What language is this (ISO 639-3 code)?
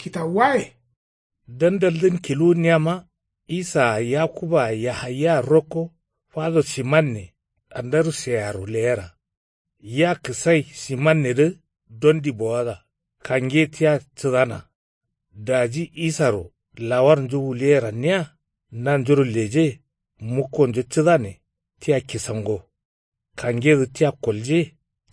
kau